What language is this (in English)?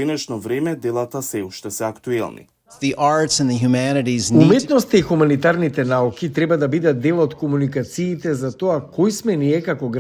Macedonian